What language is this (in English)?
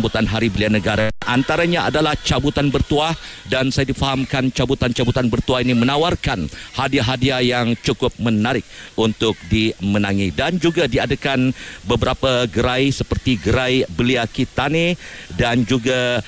Malay